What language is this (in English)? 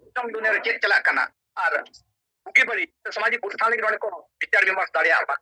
Santali